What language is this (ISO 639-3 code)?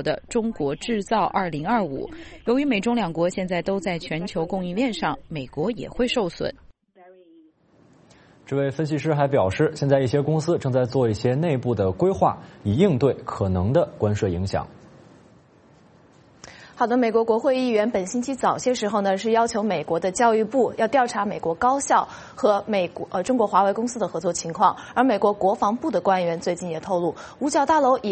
zho